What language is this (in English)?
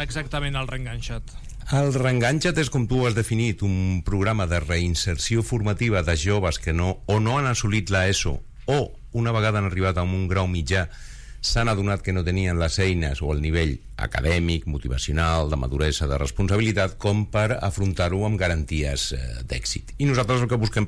Catalan